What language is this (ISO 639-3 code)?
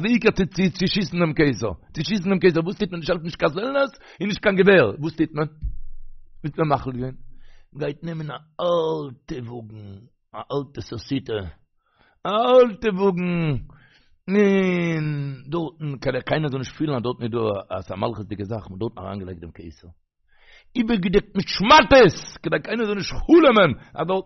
yid